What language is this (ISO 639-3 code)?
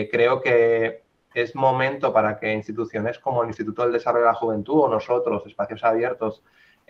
spa